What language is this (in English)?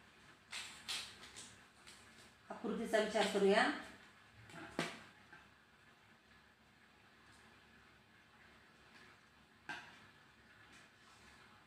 Marathi